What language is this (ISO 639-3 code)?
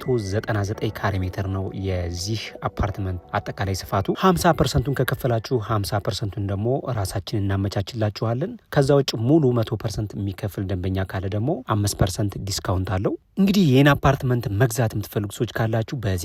amh